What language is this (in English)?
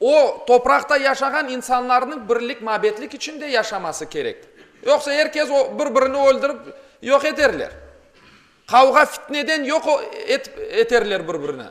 Crimean Tatar